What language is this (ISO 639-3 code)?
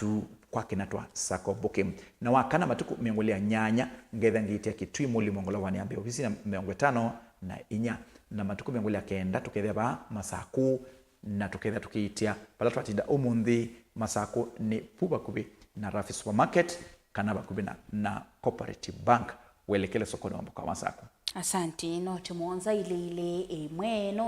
kam